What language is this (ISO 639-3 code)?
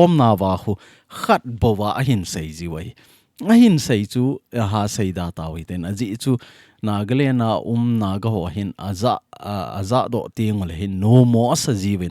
tcz